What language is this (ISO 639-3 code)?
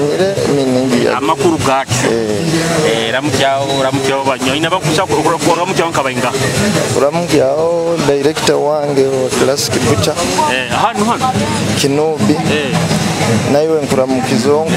nyo